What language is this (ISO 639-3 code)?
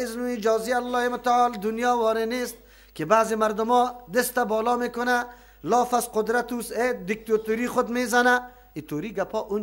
fas